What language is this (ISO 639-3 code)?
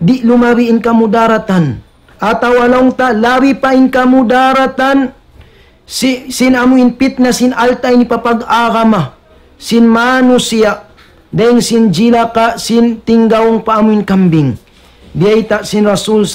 tsg